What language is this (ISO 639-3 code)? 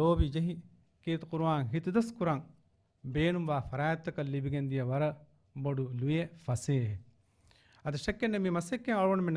div